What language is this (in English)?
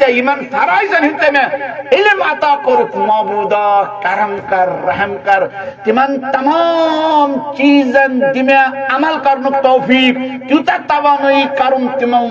Kashmiri